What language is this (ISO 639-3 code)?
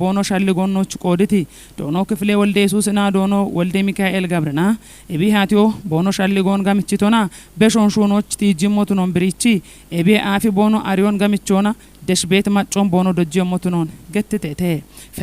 kbr